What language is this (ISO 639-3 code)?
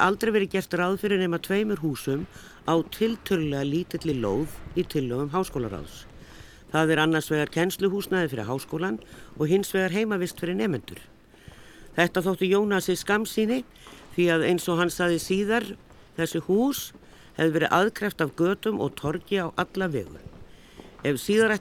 isl